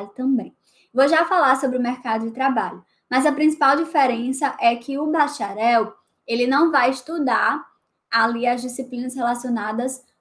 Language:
Portuguese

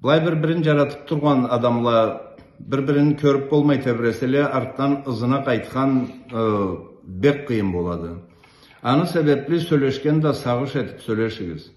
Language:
Karachay-Balkar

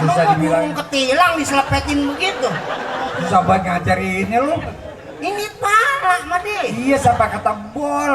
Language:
Betawi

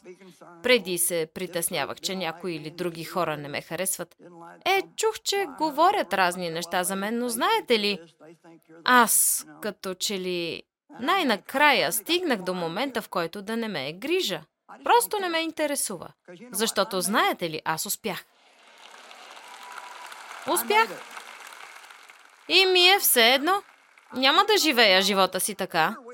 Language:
Bulgarian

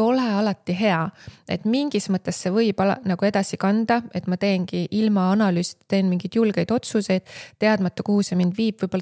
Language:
Estonian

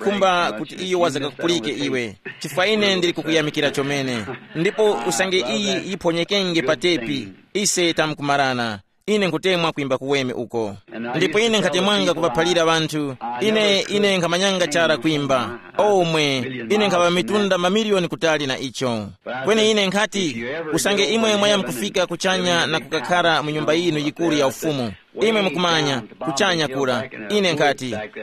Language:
Tumbuka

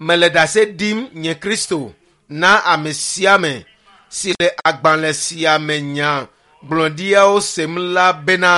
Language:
Ewe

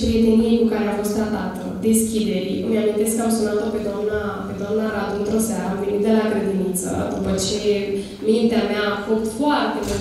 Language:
Romanian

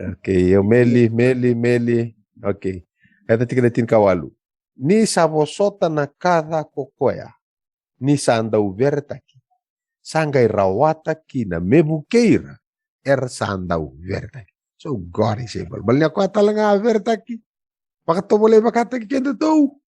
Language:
Fijian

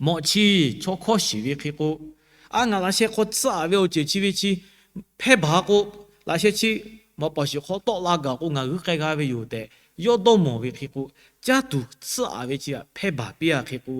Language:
Lahu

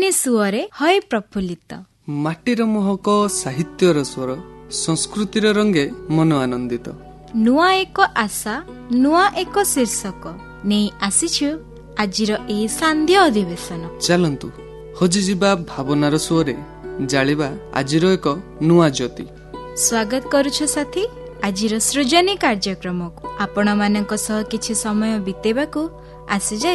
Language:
Odia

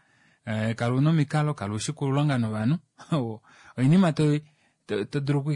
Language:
Kuanyama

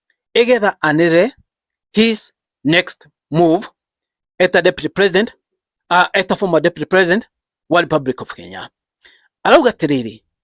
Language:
Kikuyu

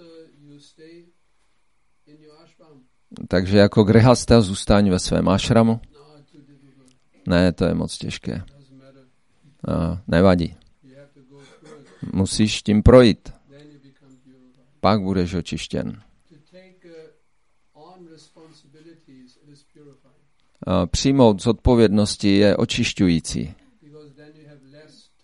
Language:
Czech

